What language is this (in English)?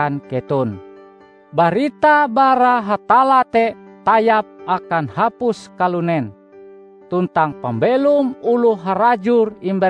Ngaju